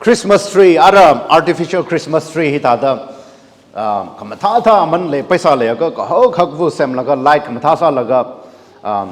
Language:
Tangkhul Naga (India)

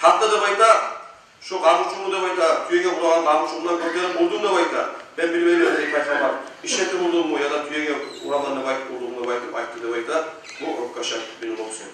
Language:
Kumyk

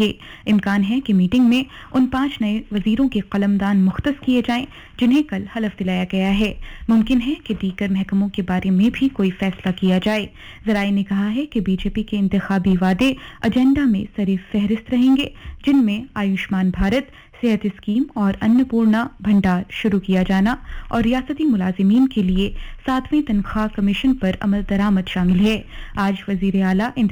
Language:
Urdu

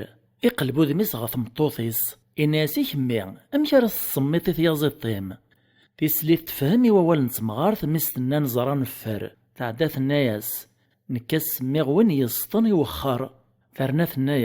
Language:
Kabyle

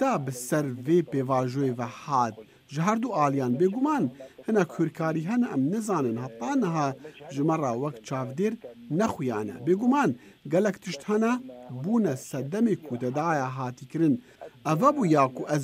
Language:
Kurdish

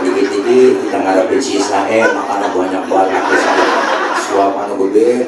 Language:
Betawi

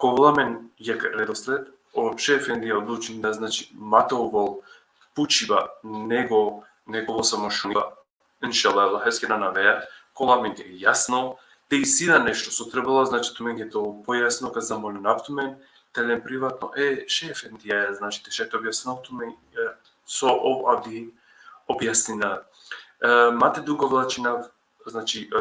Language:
Balkan Romani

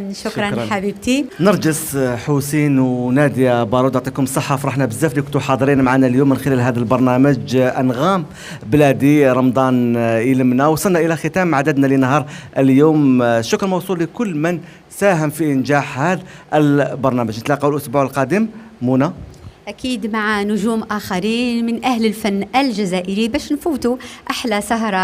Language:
Algerian Arabic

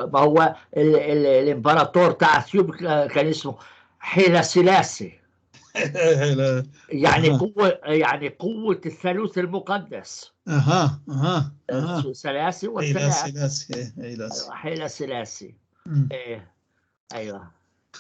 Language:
North Levantine Arabic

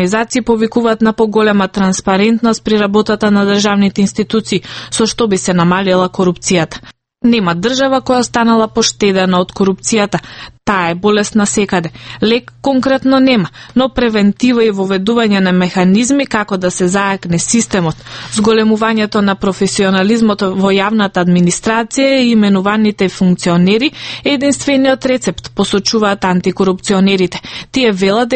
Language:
Macedonian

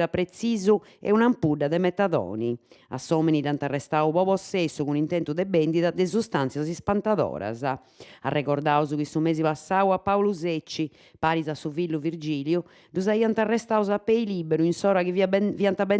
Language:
Sardinian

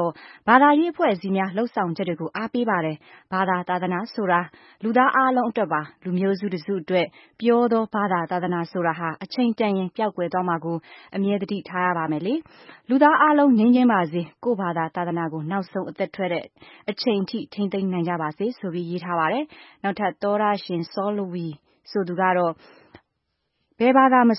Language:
Burmese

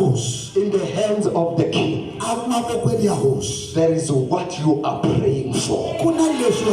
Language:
Tsonga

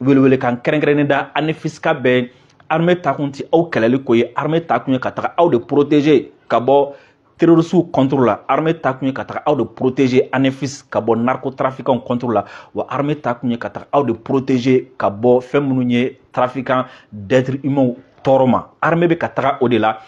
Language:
Bambara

